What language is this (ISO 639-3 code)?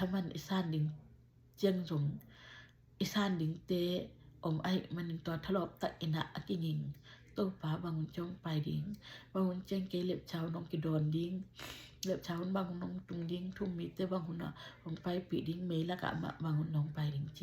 ctd